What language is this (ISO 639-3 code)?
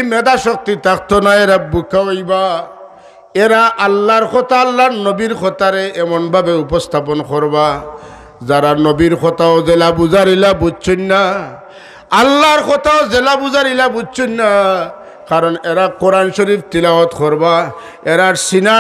syl